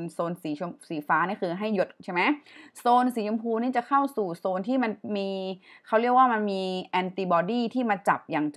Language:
Thai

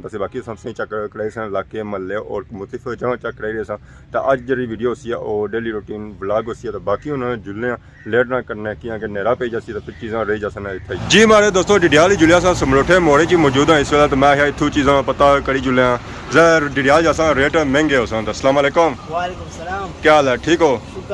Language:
Pahari-Potwari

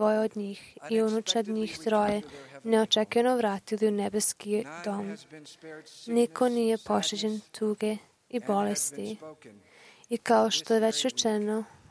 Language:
Croatian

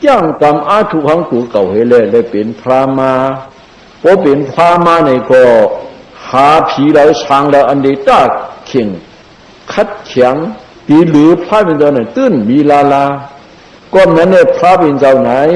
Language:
Shan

